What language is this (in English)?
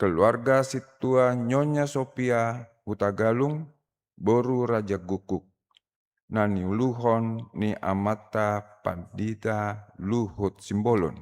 Batak Toba